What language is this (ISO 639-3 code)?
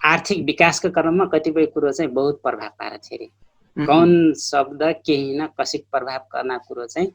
thl